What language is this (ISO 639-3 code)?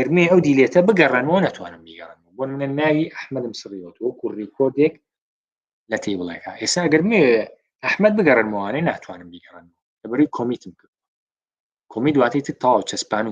ckb